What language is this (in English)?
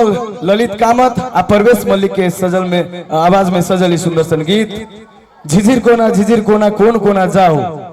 Maithili